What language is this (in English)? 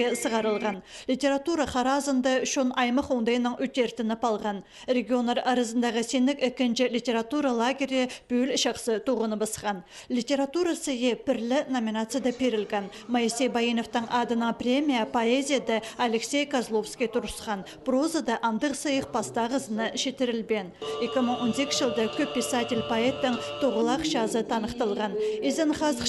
Khakas